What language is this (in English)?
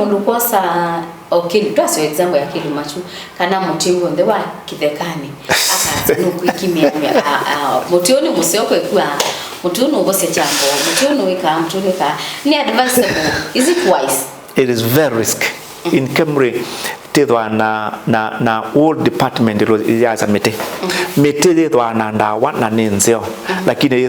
Kamba